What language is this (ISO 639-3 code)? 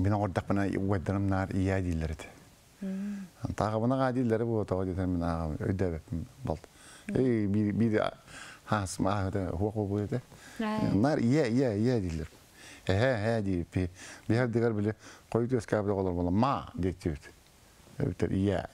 tat